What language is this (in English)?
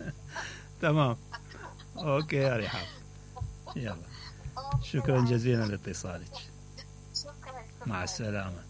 Mesopotamian Arabic